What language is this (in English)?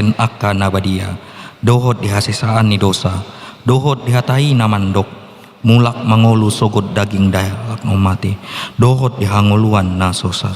Batak Toba